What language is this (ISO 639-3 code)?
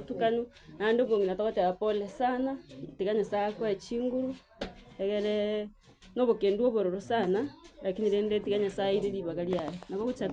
guz